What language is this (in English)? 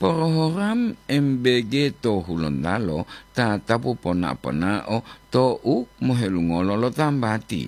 Gorontalo